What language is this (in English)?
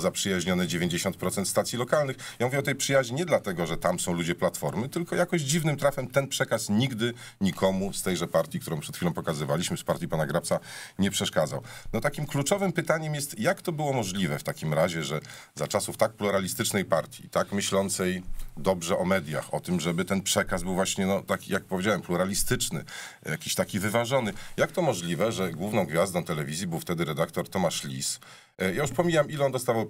Polish